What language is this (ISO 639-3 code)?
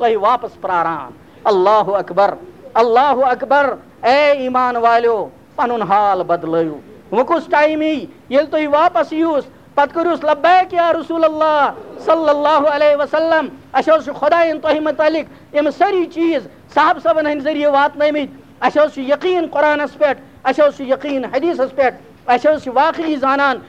kas